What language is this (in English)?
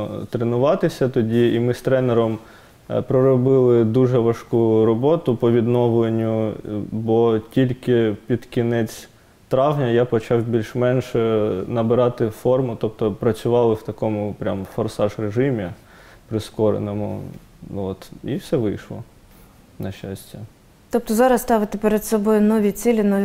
Ukrainian